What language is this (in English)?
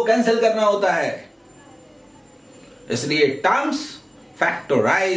Hindi